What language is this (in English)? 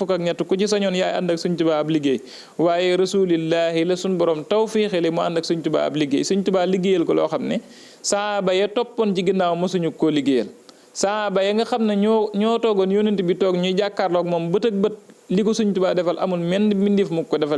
Wolof